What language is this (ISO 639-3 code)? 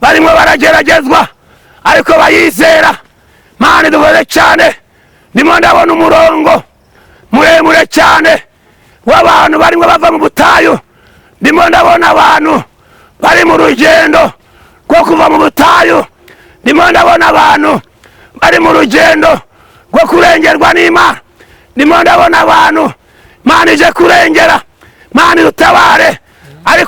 kin